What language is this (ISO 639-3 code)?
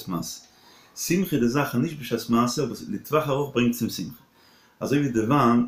yid